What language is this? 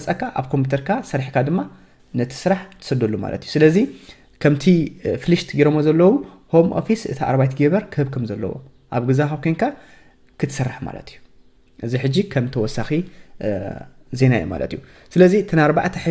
Tigrinya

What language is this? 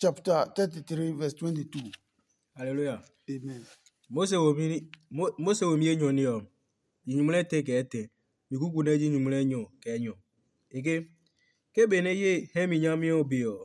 Adangme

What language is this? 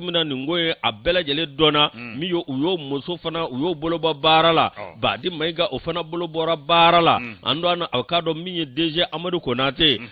Bambara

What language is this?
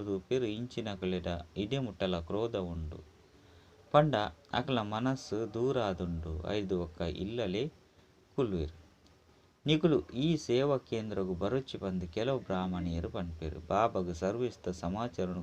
Tulu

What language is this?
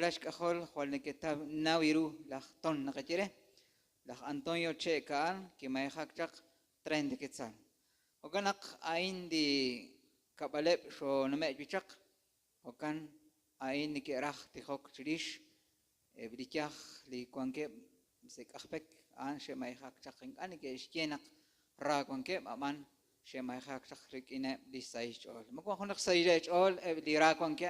Kekchí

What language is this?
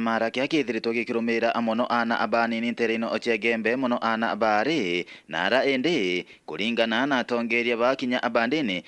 Meru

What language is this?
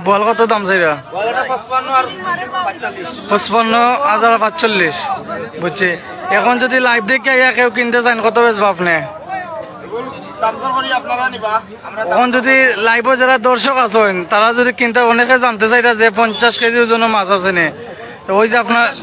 Sylheti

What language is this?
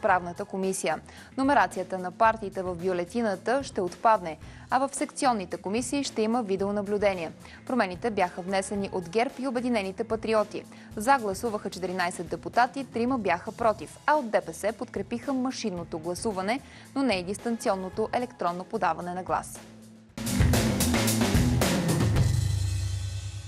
Bulgarian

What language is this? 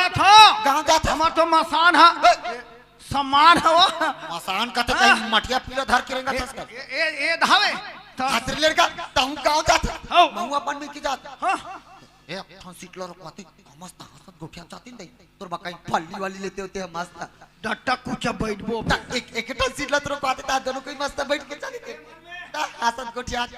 Chhattisgarhi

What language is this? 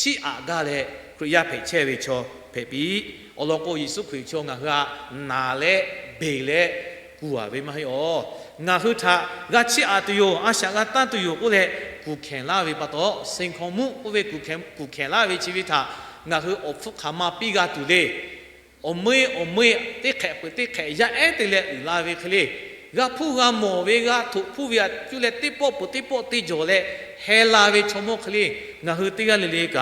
Lahu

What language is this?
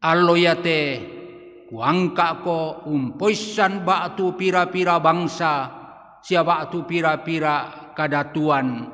Toraja-Sa'dan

